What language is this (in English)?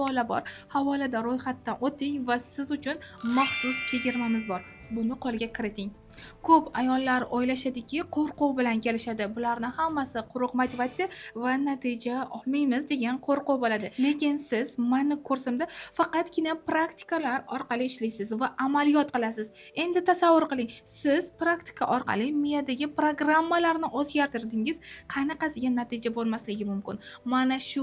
Uzbek